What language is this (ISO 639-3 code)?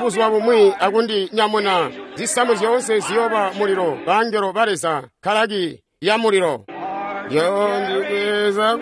toi